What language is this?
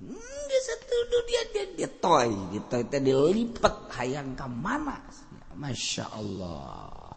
Sundanese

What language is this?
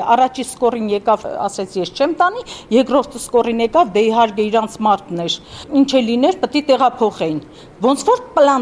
Armenian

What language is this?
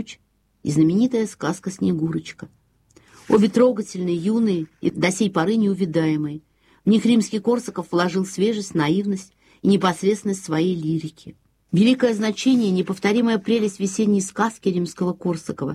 Russian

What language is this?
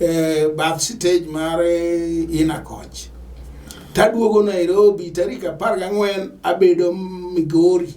Luo (Kenya and Tanzania)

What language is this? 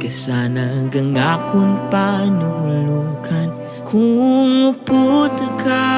Hiligaynon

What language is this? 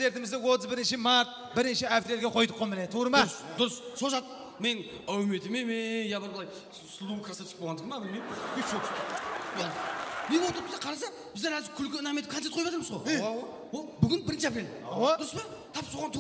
Kara-Kalpak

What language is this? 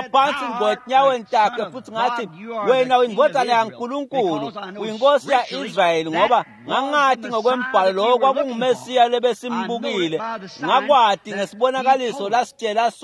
Swati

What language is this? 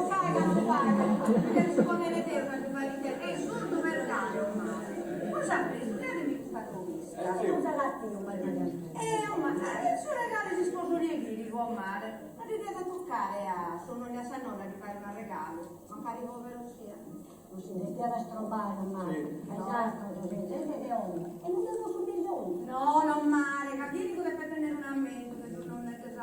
Sardinian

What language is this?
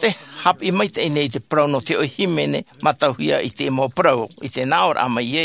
Tahitian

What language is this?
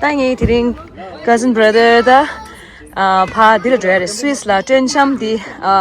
Tibetan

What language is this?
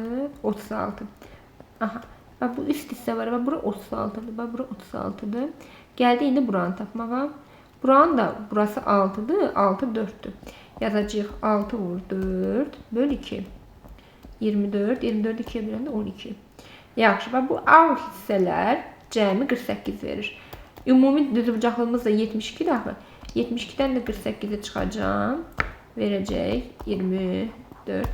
Azerbaijani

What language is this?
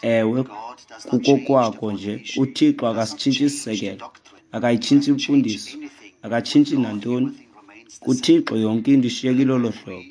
Xhosa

